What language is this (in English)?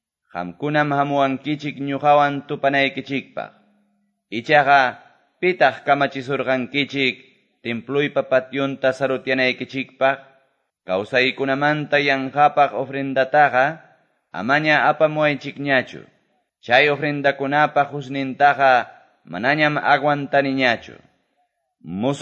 Quechua